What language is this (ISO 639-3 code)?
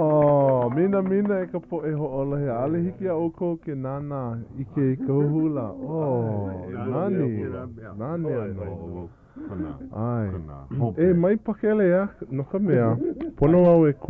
haw